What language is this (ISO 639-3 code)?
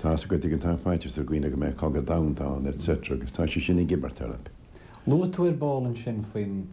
gle